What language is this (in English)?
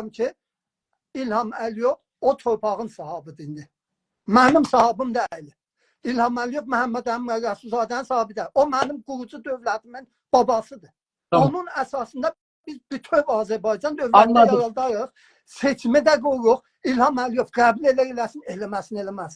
South Azerbaijani